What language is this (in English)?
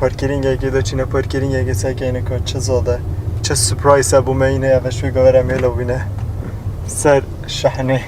Kurdish